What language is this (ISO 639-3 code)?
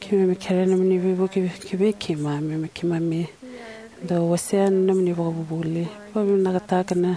fij